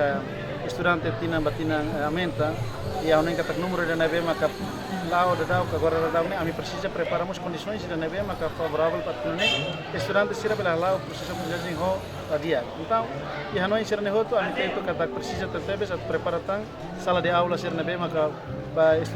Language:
Tetum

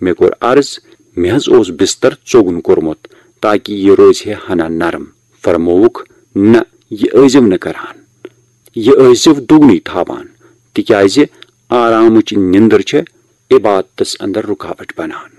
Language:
Kashmiri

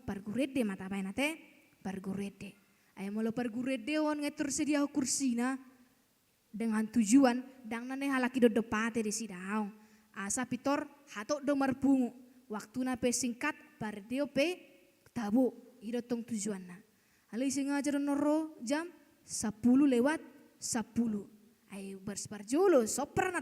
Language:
Batak Toba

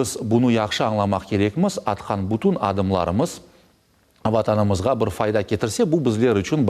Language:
Crimean Tatar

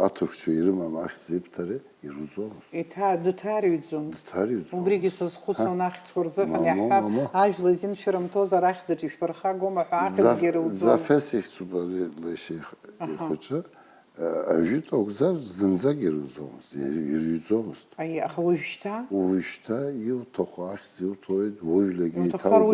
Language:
Abkhazian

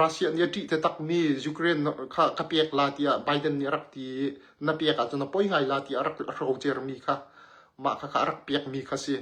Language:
Hakha Chin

